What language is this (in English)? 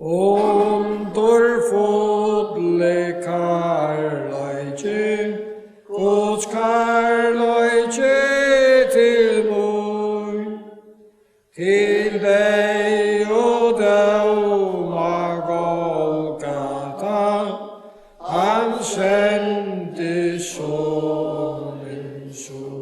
Faroese